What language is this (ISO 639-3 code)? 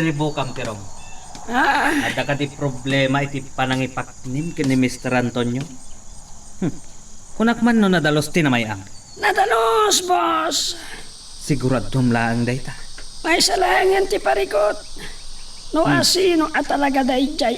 ilo